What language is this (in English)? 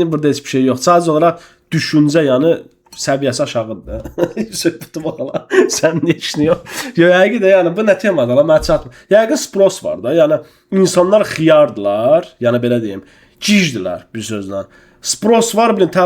Azerbaijani